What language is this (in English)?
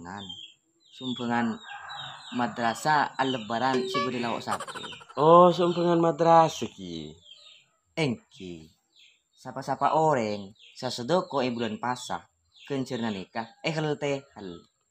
Madurese